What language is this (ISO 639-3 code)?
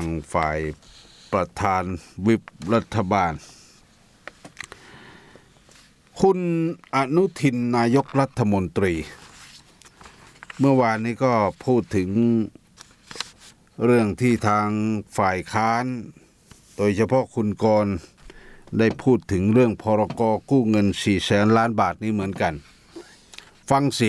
tha